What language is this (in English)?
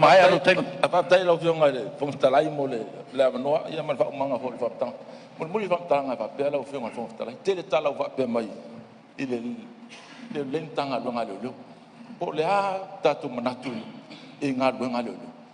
Samoan